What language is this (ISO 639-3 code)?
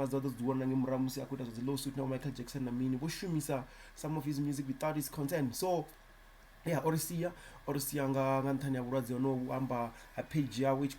ven